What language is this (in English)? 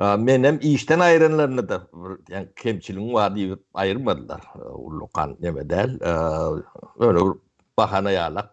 Turkmen